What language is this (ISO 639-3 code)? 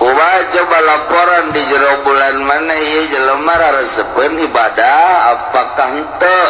sun